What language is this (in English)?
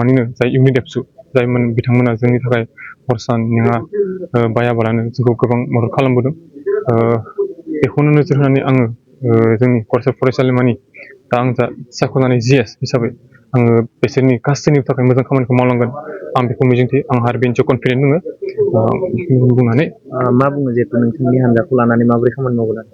Bodo